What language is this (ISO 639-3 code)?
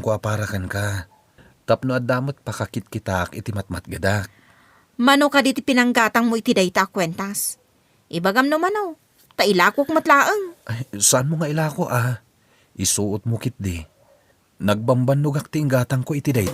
ilo